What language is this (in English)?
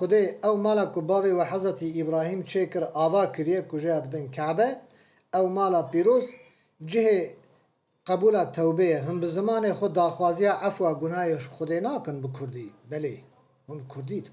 Kurdish